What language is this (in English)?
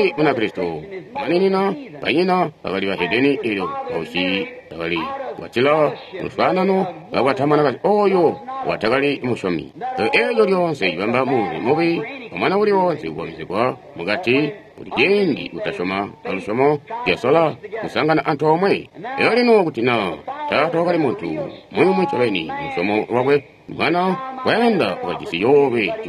Tonga (Zambia)